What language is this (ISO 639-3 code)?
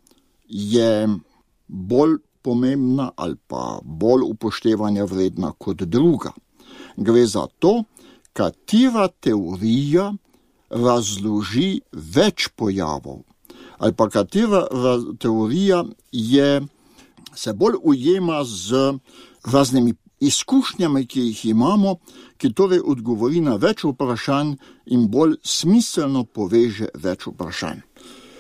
slv